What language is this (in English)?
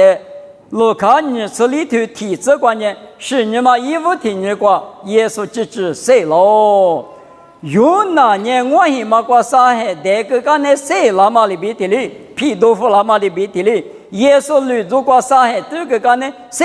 Lisu